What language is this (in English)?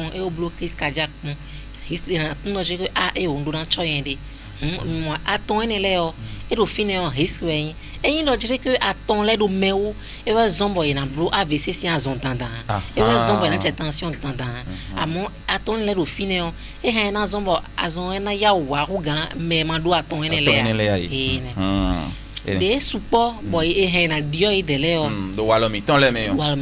Fon